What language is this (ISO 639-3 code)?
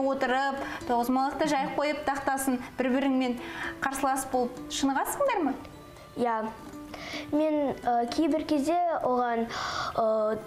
kaz